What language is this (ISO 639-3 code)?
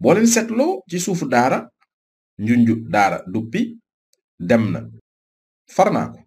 wol